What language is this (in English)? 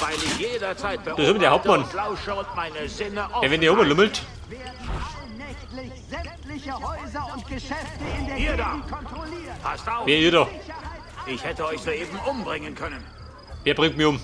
Bavarian